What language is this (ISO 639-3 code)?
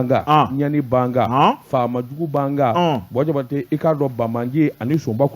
bam